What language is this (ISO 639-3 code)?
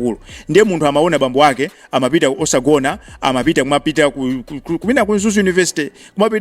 nya